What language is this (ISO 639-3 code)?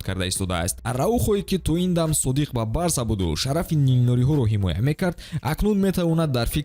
tgk